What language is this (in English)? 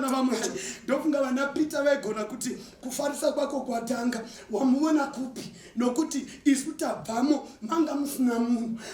Shona